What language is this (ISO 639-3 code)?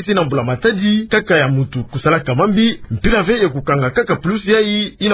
ktu